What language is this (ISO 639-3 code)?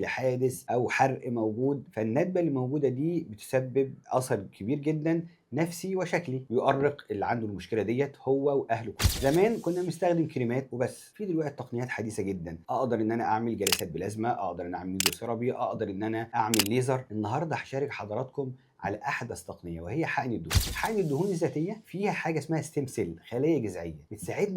arz